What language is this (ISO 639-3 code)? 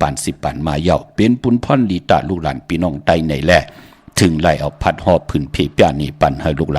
shn